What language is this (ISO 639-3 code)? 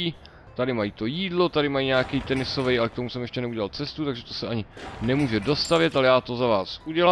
ces